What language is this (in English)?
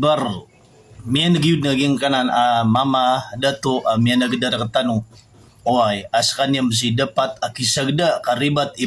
Maranao